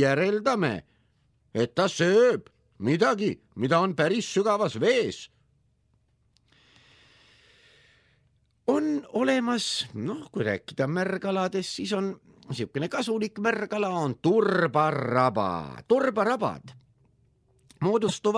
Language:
Estonian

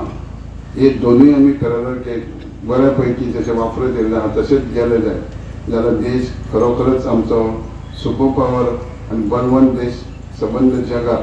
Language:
Konkani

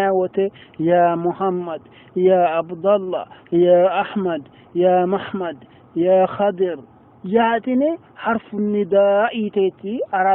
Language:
Sidamo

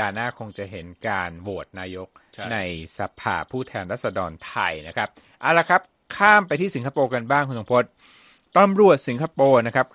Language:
Thai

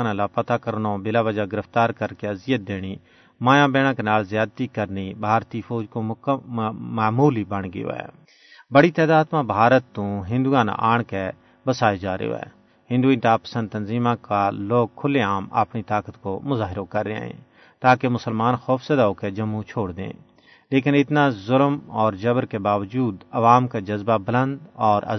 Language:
Gujari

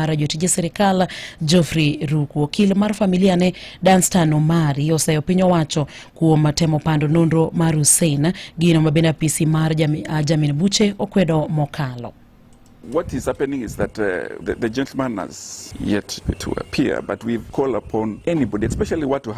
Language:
Luo (Kenya and Tanzania)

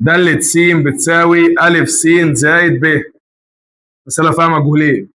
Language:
Egyptian Arabic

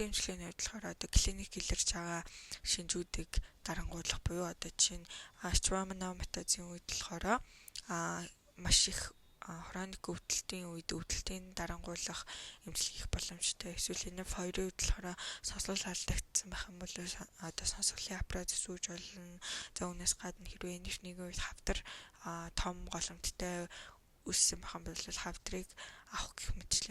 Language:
Mongolian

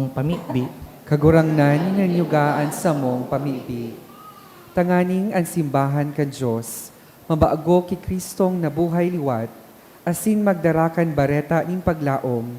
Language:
Bikol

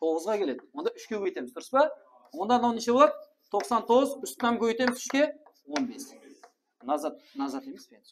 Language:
Kara-Kalpak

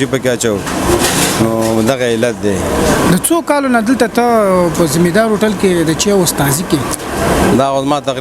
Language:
Pashto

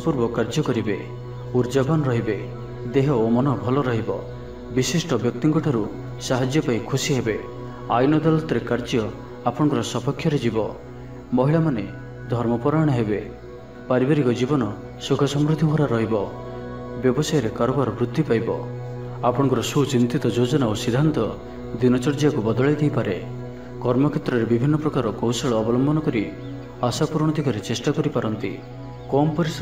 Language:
Odia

